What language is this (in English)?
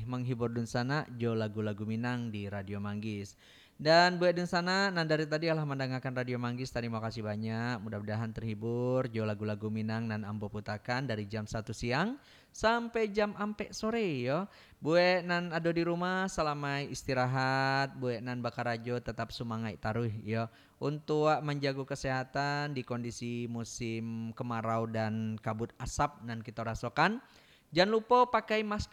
Minangkabau